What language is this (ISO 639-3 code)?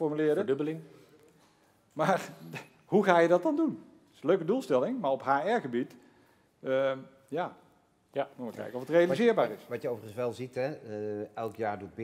nld